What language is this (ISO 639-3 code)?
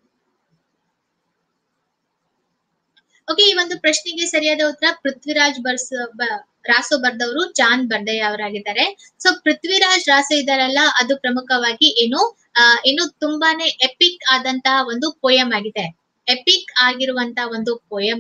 kan